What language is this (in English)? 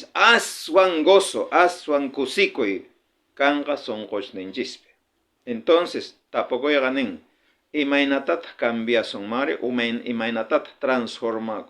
South Bolivian Quechua